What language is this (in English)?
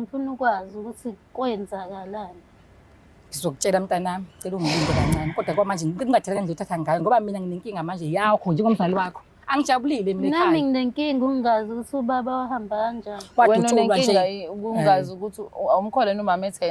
Zulu